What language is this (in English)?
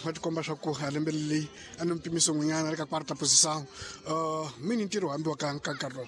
Tsonga